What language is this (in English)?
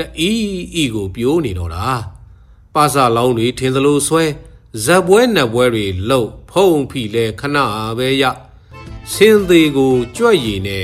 Burmese